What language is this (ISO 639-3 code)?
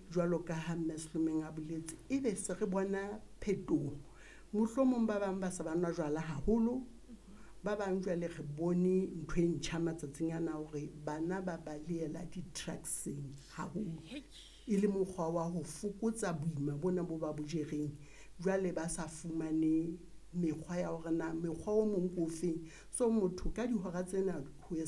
sot